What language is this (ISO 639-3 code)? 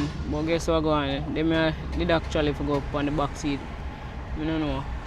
jam